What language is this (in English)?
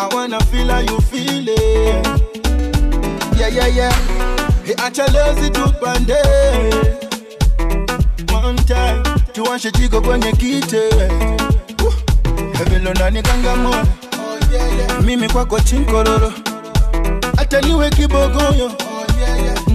Swahili